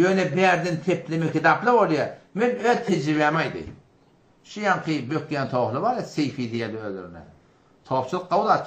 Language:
Turkmen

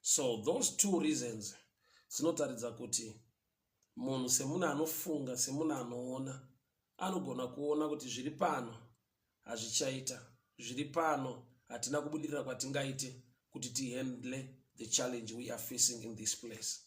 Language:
Shona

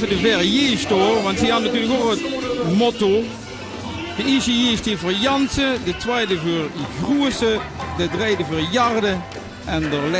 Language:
Limburgish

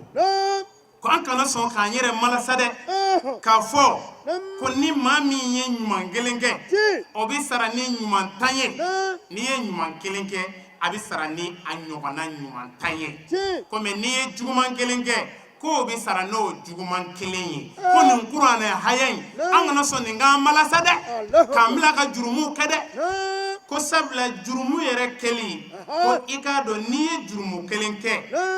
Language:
Bambara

